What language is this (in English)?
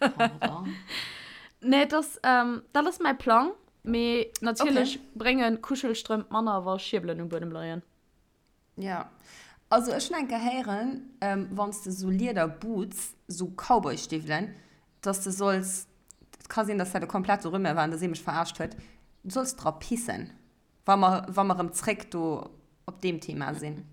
Luxembourgish